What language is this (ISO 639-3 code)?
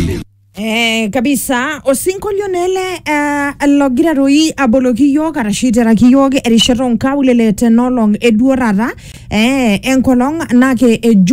mas